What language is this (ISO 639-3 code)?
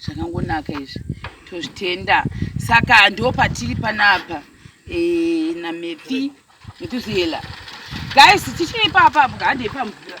sna